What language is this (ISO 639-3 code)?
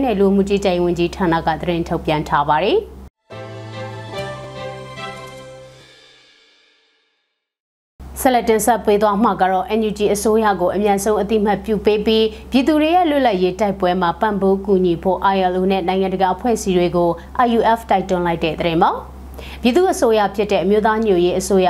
mya